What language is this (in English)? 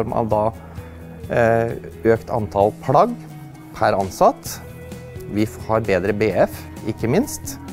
Norwegian